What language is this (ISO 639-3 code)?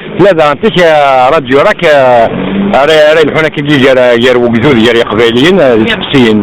kab